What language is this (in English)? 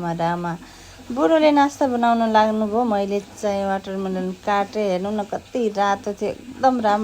Nepali